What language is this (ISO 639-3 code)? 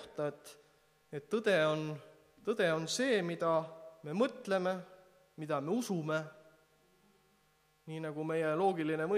est